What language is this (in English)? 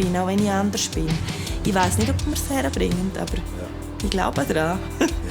Swiss German